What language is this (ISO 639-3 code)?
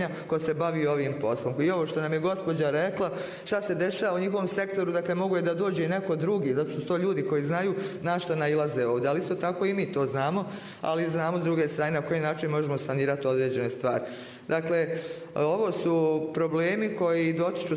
bos